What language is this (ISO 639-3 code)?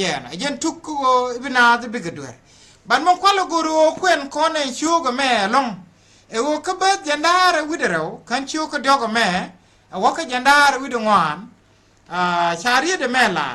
nus